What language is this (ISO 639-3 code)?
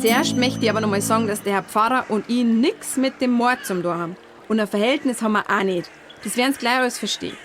bar